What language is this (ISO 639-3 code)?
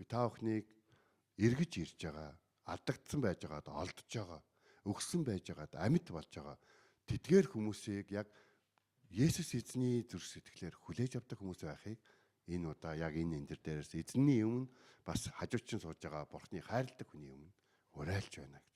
mon